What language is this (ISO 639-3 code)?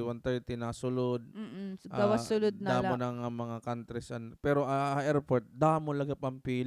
war